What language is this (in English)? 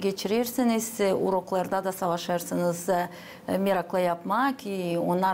Gagauz